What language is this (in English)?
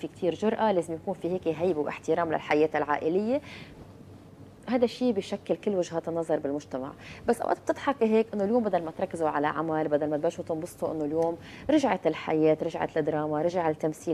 North Levantine Arabic